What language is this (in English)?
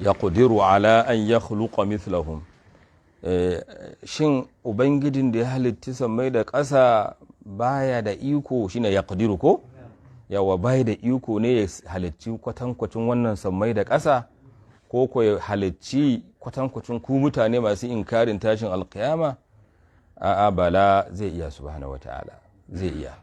Hausa